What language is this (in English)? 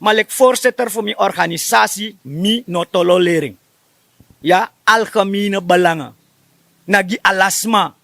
Sranan Tongo